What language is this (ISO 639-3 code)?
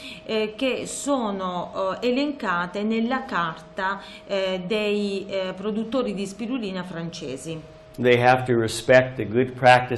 ita